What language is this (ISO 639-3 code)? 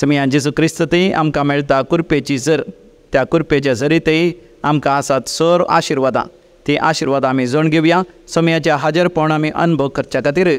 kok